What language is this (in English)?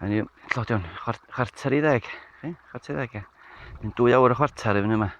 Welsh